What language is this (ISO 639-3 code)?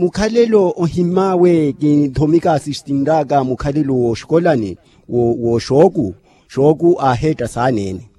vmw